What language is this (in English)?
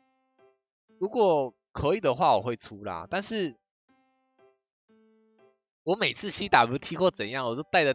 Chinese